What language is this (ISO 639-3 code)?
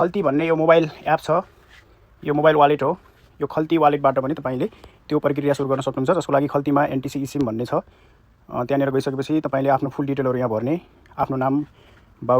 nep